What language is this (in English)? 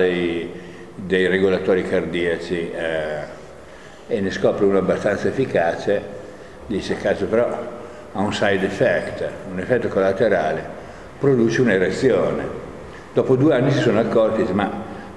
Italian